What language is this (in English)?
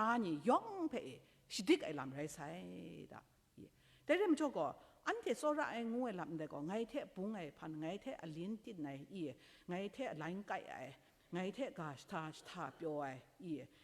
Kachin